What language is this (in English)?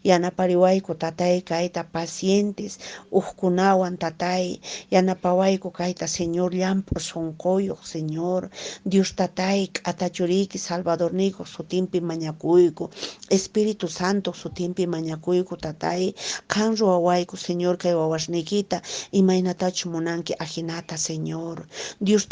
Quechua